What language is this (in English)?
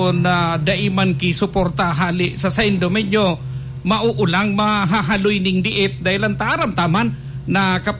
Bikol